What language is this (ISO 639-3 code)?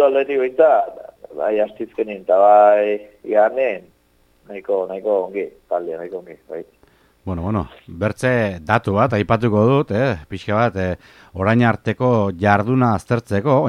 eus